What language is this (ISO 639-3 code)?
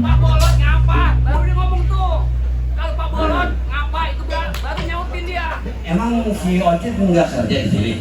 bew